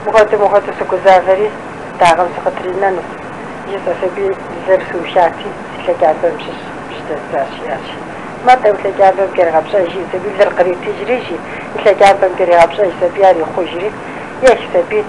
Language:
Kabardian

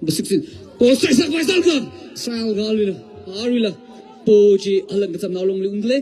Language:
Tangkhul Naga (India)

